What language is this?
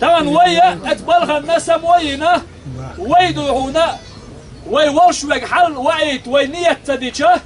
Chechen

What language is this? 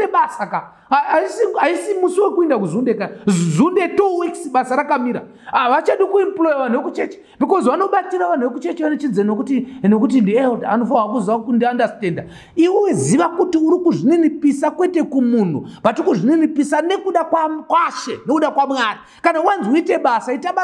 Shona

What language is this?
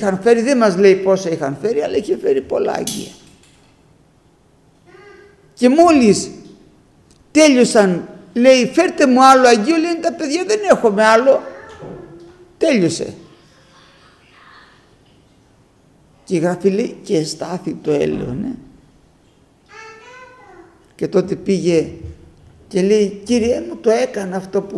Greek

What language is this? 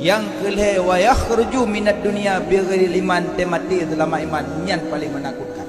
Achinese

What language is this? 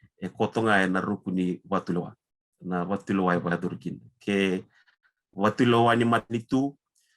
Fijian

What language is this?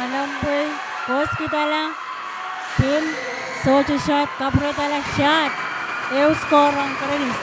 Pohnpeian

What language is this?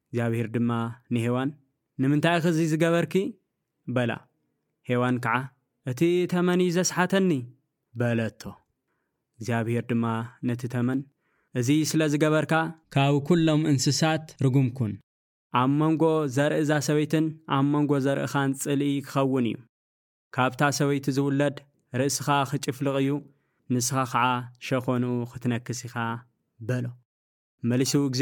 Tigrinya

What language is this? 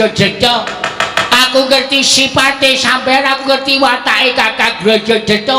Javanese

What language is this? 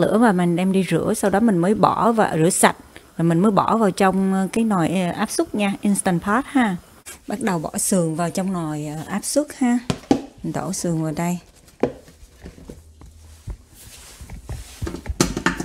Vietnamese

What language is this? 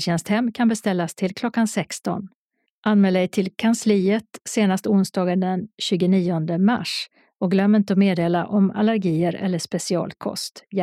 Swedish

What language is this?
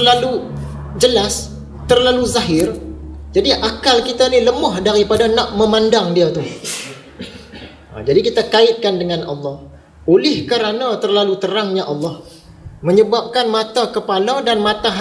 Malay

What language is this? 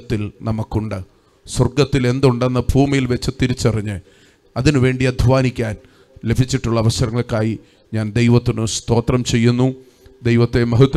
Malayalam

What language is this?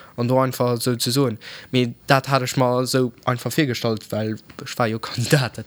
Luxembourgish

